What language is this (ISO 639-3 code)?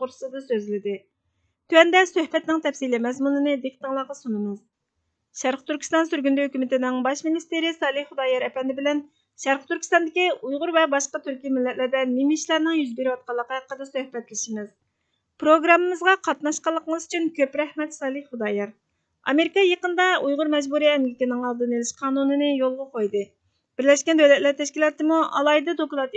uig